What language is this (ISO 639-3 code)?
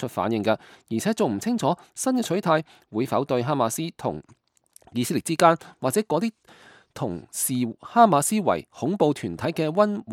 yue